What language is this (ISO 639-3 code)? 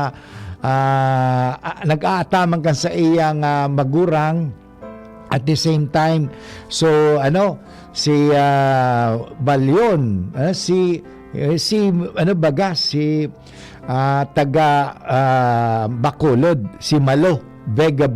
bik